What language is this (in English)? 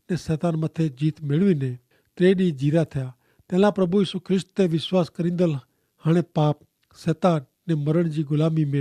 Kachhi